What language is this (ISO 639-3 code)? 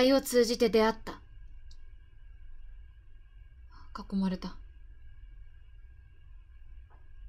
jpn